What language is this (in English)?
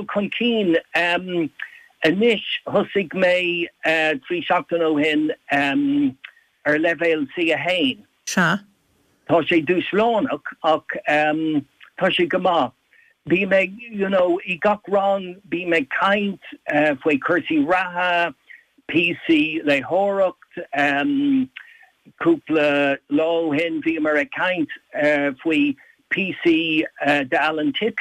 Irish